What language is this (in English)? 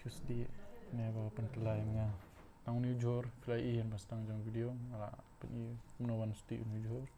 Khasi